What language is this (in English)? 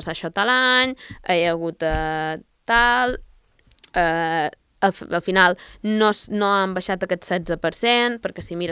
Catalan